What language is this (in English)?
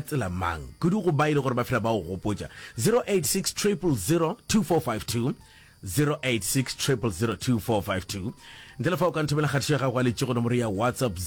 Northern Sotho